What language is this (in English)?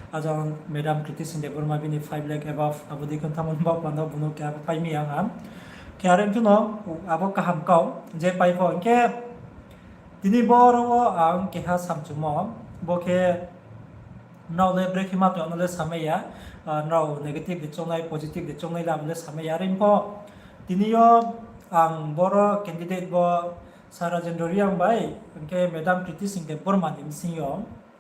Riang (India)